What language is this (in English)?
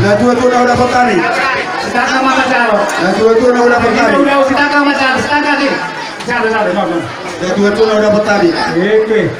Batak Toba